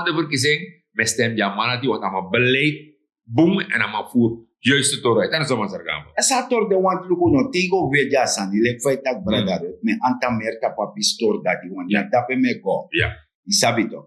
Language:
Sranan Tongo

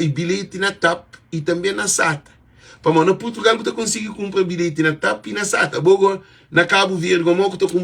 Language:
Kabuverdianu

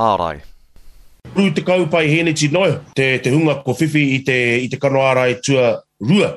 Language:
Māori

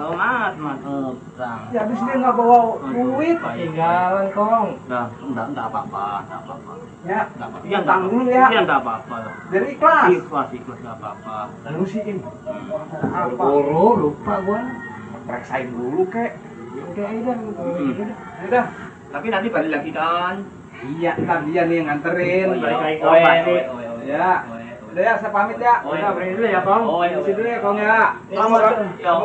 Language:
Betawi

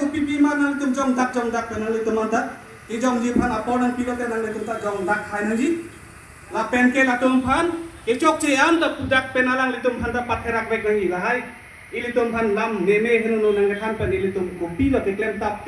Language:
Karbi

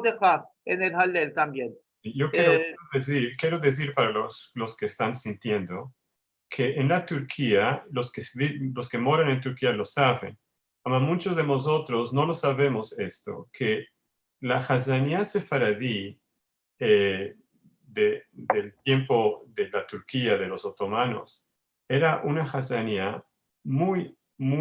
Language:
Ladino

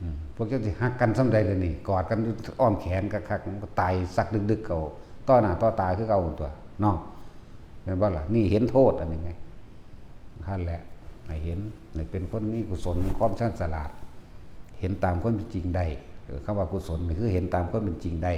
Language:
Lao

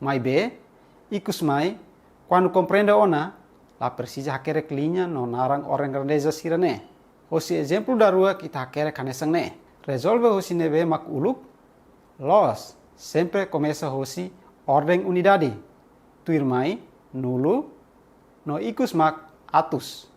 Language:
Tetum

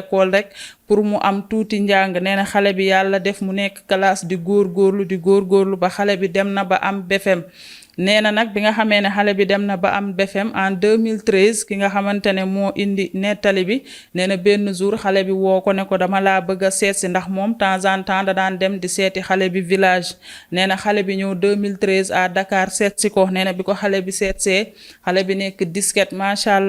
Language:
Wolof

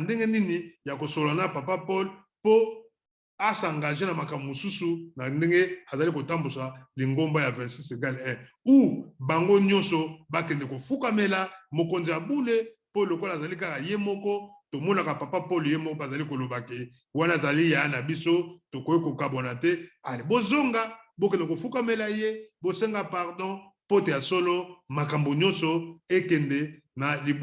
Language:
Lingala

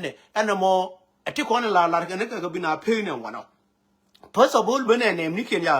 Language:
Nuer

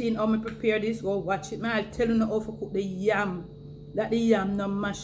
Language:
Jamaican Creole English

